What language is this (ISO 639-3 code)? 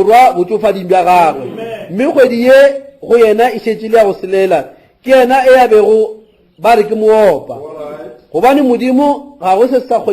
nso